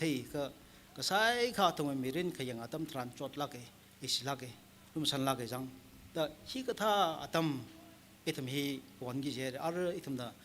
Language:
Tangkhul Naga (India)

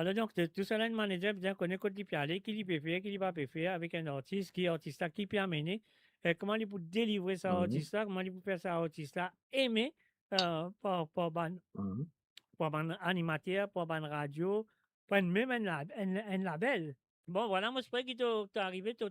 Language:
Morisyen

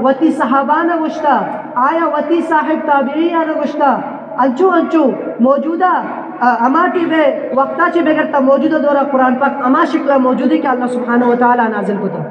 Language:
Eastern Balochi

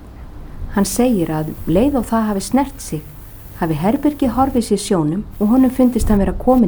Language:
Icelandic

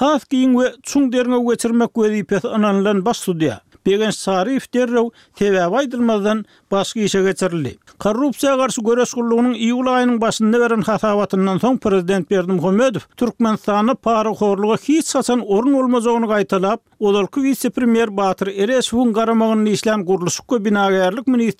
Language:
Turkmen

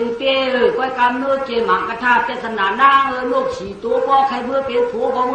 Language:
Shan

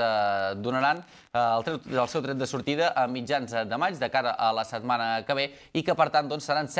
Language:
Catalan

